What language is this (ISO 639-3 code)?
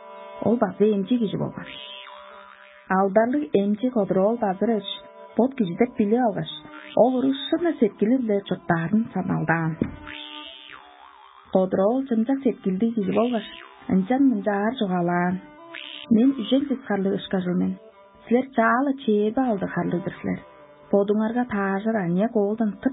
tyv